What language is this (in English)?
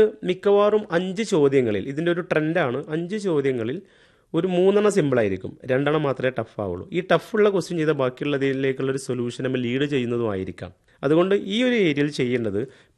Malayalam